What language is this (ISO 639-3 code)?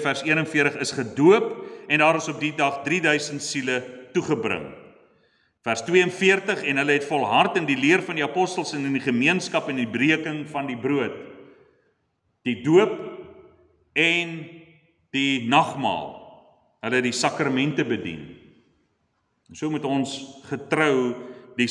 afr